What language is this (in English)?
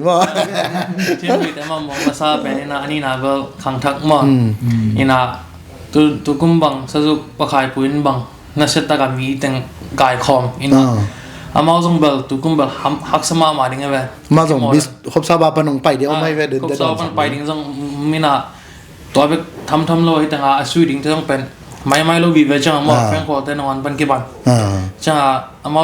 Tedim Chin